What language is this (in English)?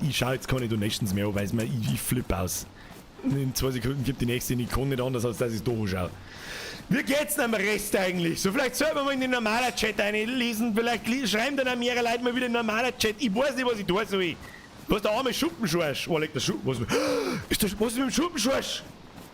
Bavarian